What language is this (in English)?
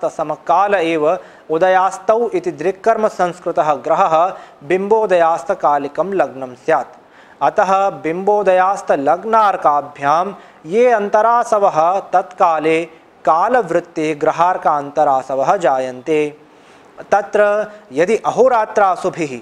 Sanskrit